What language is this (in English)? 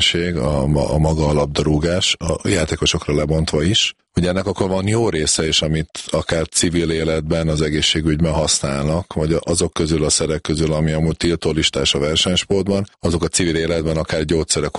Hungarian